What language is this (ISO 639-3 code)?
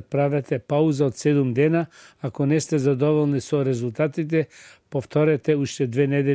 mkd